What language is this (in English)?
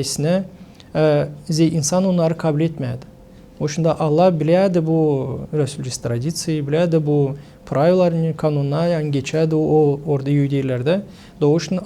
Gagauz